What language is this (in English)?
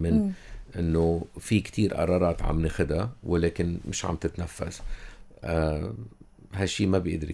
North Levantine Arabic